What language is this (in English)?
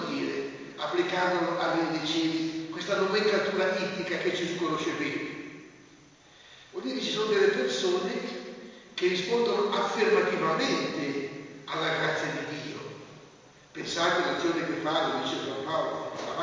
Italian